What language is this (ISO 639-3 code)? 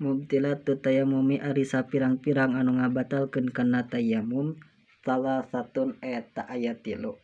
sun